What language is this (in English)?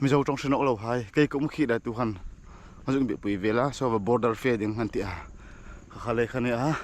Hmar